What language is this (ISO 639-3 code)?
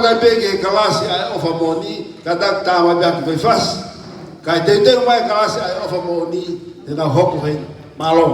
ton